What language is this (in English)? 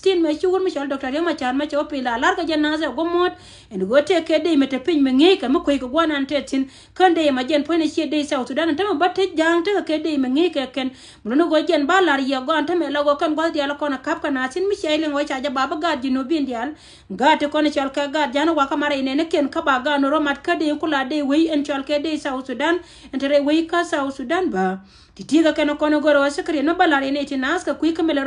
Nuer